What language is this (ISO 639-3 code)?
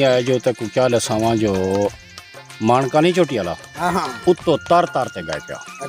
skr